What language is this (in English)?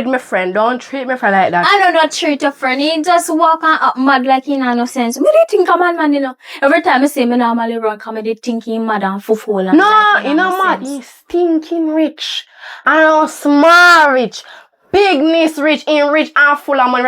Jamaican Creole English